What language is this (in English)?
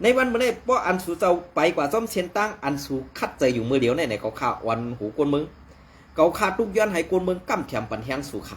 Shan